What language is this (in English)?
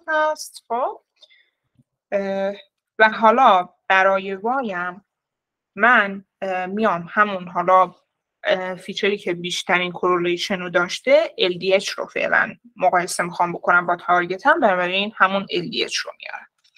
Persian